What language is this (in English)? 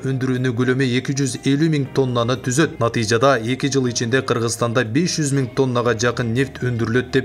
Kyrgyz